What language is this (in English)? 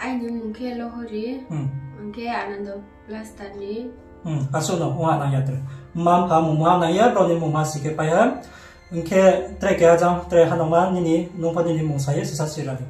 Riang (India)